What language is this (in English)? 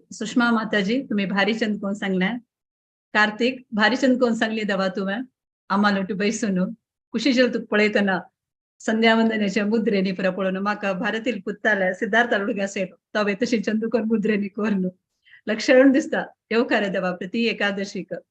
Konkani